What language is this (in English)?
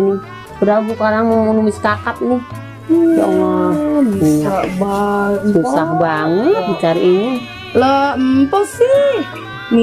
Betawi